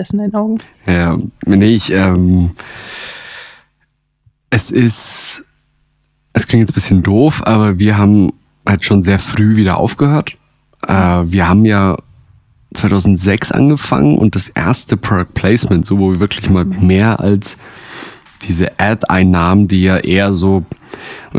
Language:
German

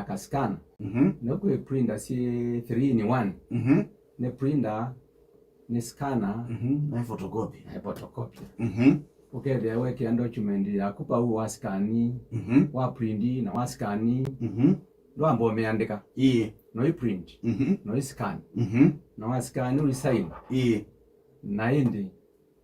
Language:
Kamba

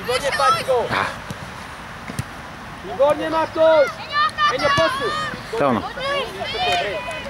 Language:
Slovak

